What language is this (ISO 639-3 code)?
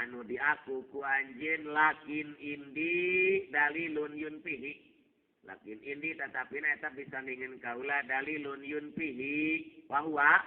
sun